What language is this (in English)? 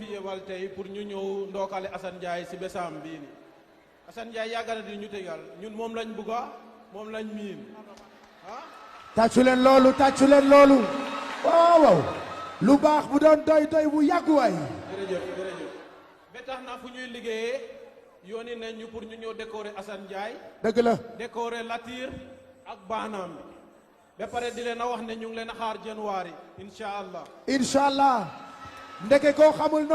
Wolof